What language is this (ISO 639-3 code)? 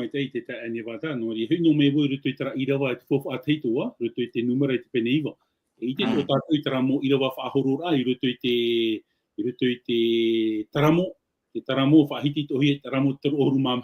tah